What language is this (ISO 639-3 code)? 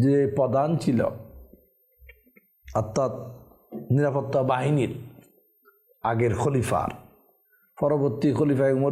ben